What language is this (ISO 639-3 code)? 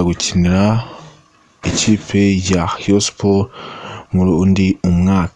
kin